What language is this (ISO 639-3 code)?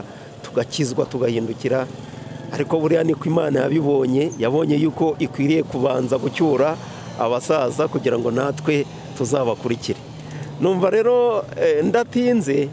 kin